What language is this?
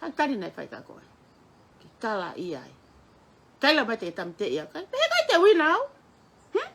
Tongan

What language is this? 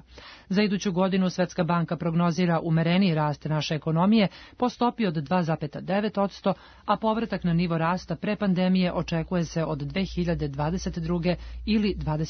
Serbian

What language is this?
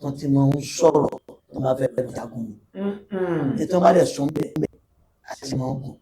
Yoruba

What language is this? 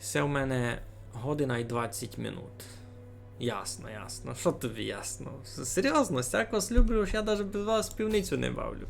Rusyn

